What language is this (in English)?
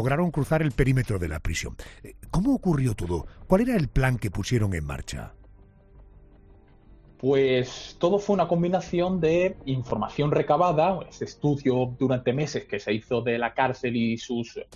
Spanish